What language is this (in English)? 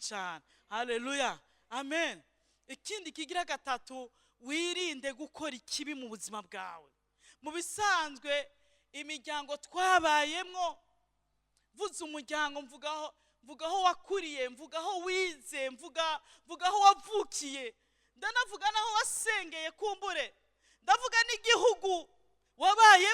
Rundi